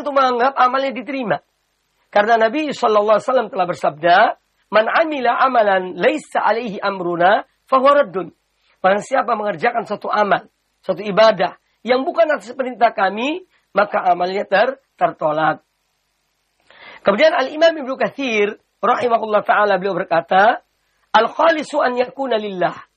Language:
Indonesian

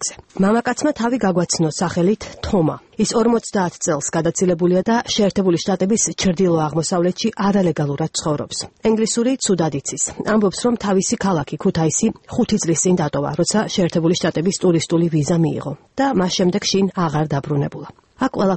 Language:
Georgian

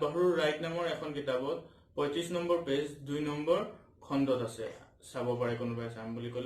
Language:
Assamese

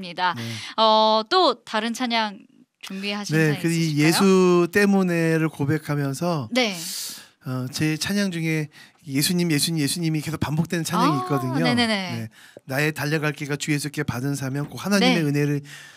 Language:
Korean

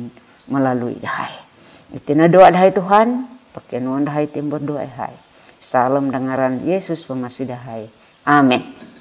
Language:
Central Dusun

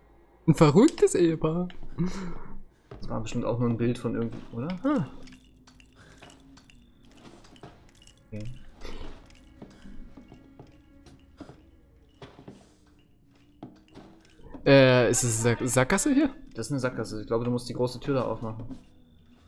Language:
German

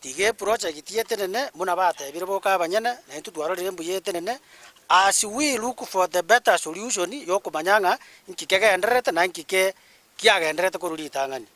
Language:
Gusii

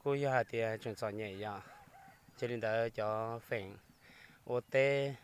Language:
Hmong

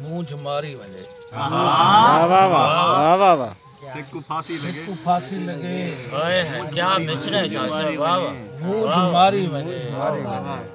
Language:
Saraiki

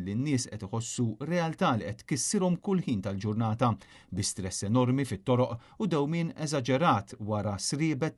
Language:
Maltese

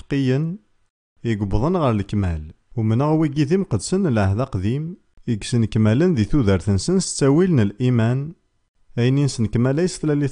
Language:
Kabyle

